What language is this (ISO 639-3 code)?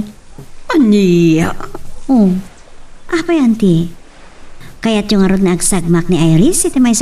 ilo